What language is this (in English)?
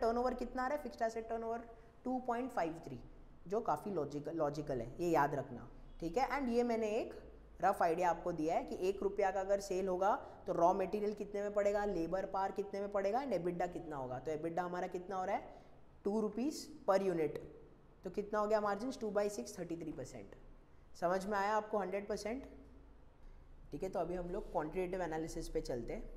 Hindi